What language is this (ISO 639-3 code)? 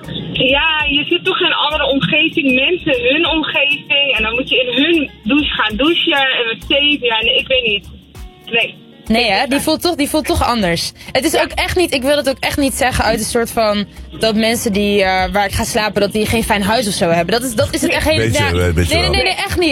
nld